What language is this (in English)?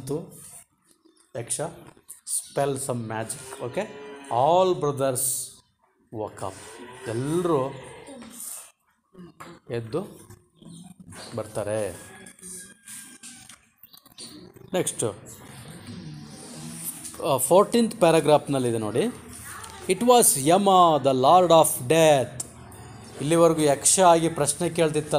Kannada